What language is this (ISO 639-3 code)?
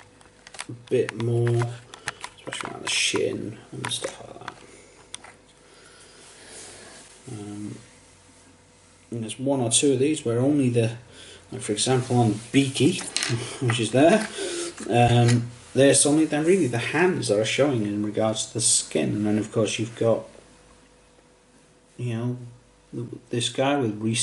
eng